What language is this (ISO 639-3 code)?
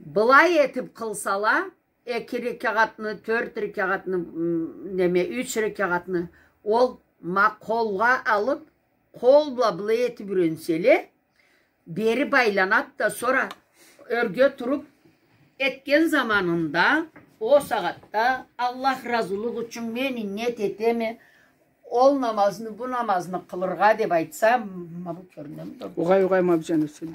krc